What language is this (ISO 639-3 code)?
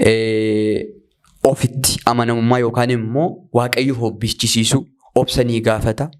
orm